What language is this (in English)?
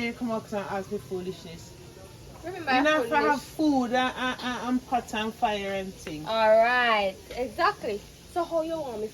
Jamaican Creole English